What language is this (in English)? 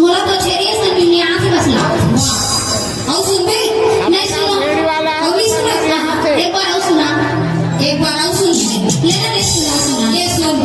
Chhattisgarhi